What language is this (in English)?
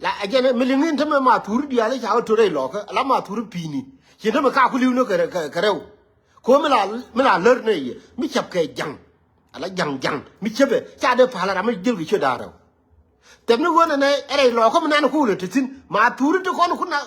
Nuer